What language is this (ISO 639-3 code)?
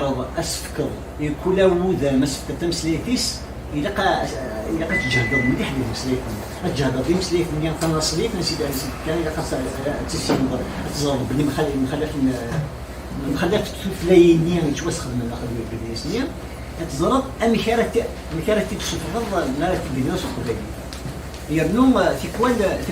kab